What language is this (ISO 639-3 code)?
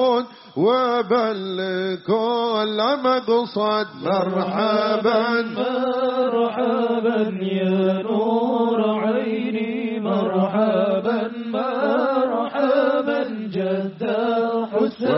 jav